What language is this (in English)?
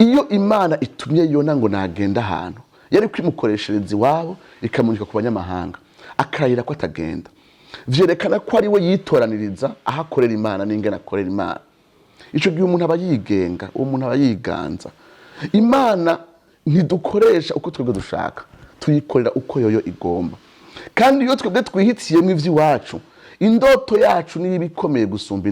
Rundi